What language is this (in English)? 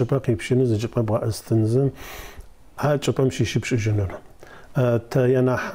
Adyghe